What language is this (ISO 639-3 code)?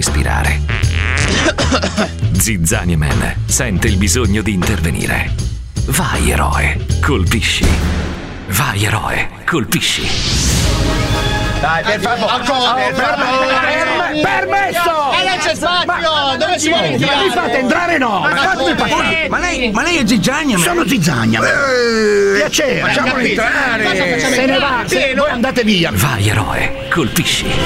ita